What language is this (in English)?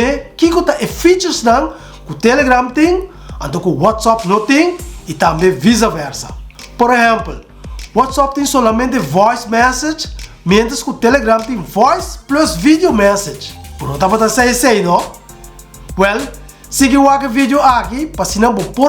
Papiamento